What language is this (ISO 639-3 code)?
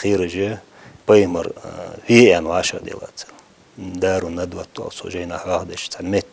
inh